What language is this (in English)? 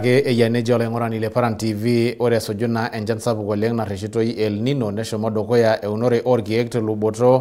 Masai